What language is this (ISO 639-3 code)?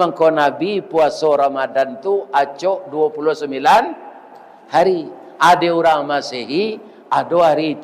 min